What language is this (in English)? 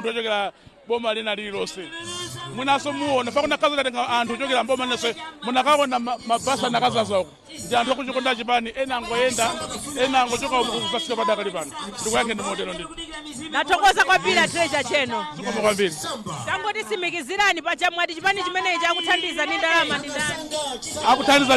Nyanja